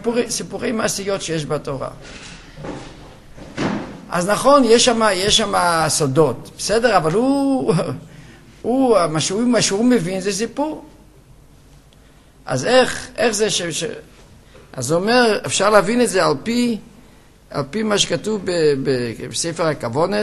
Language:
Hebrew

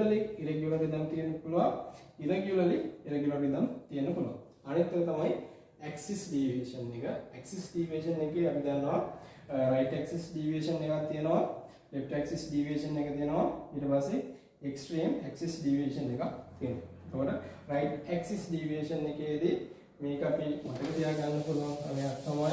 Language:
Sinhala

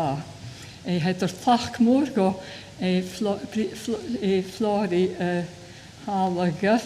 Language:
Scottish Gaelic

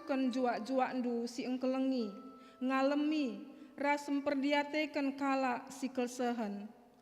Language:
Batak Karo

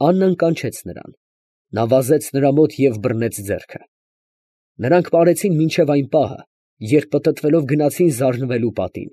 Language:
Armenian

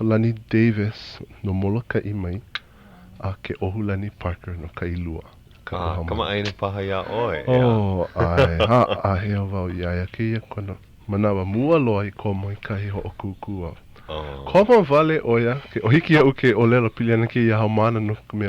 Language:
Hawaiian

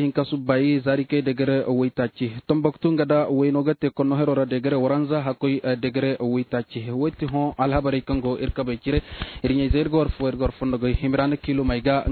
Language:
Zarma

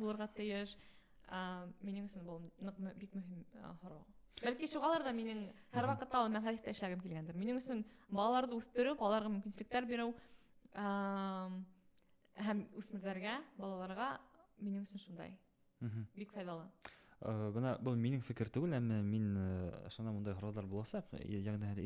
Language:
Bashkir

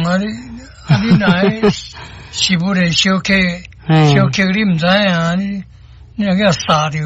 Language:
Min Nan Chinese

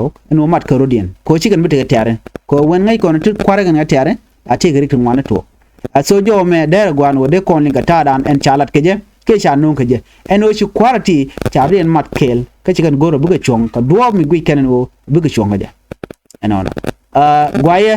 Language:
Nuer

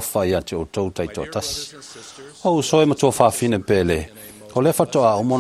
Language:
Samoan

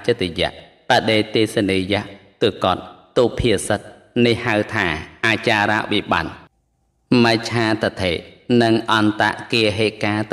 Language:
Khmer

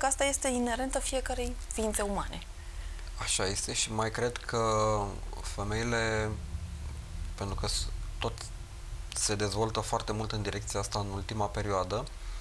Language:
Romanian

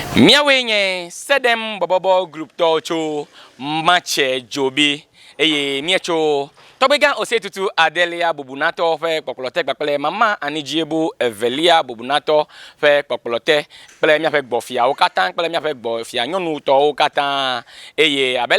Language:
Ewe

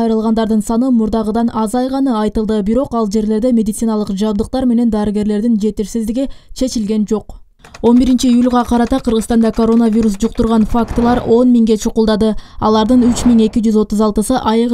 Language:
Kyrgyz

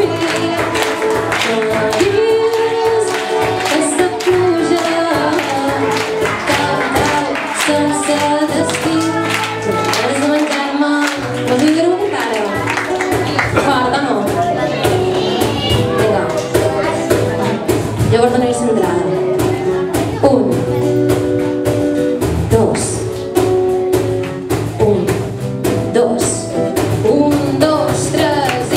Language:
Catalan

